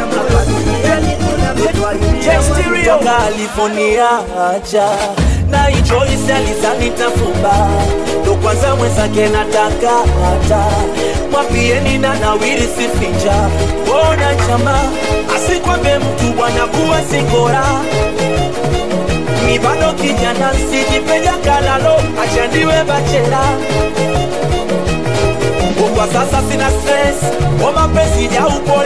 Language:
Swahili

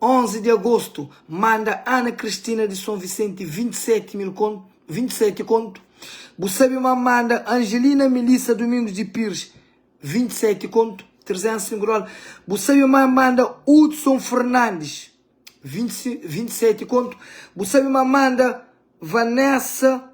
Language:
Kabuverdianu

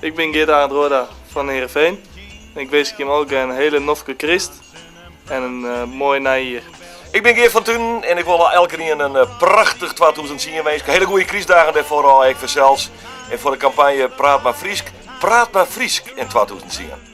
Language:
Western Frisian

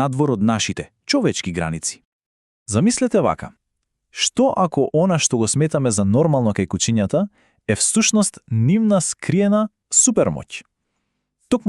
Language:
Macedonian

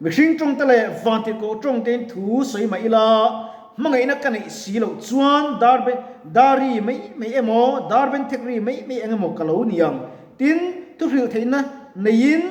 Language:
Mizo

